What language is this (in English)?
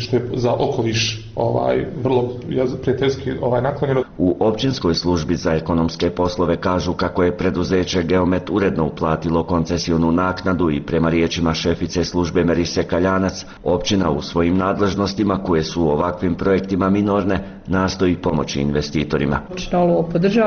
Bosnian